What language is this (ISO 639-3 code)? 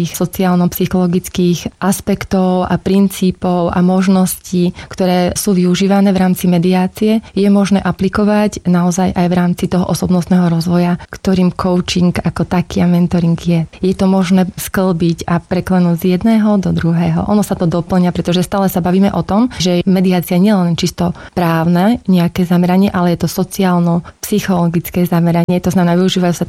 slk